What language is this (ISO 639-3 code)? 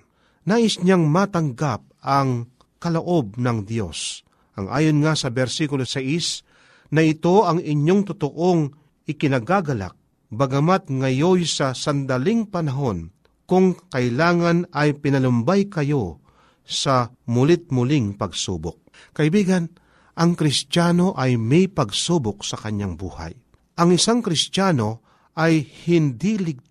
fil